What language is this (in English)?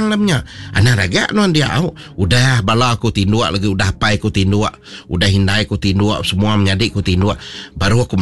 Iban